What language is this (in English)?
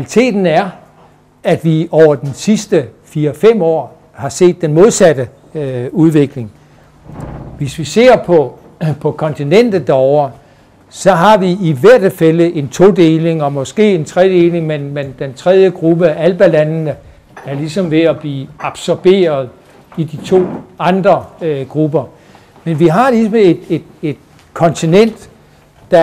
Danish